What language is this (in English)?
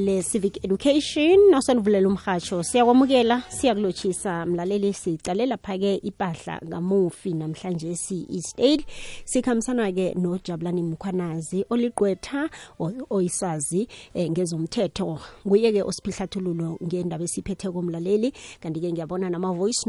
South Ndebele